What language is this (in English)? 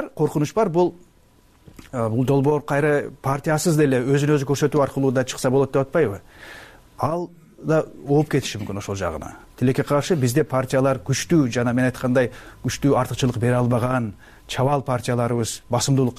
Kyrgyz